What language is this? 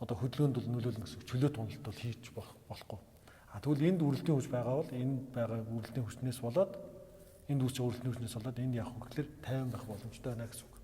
Mongolian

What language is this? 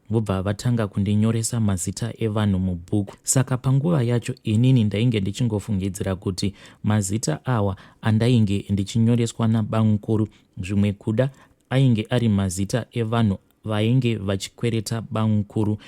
Shona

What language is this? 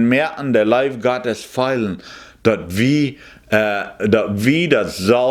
Plautdietsch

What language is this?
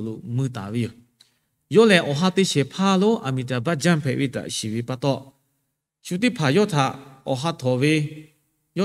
Lahu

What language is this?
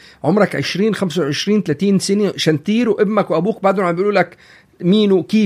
North Levantine Arabic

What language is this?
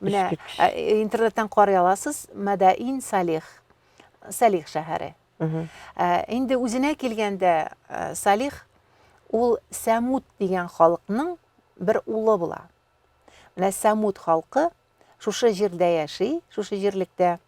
Tatar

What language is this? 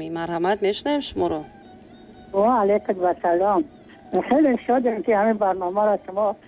Tajik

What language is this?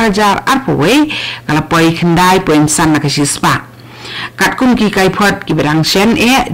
Khasi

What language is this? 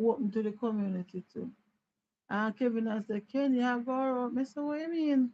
Jamaican Creole English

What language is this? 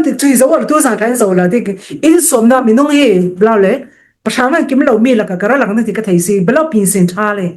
Falam Chin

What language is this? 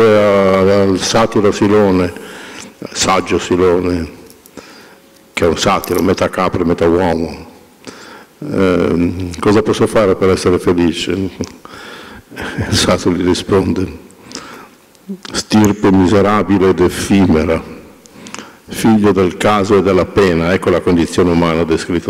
Italian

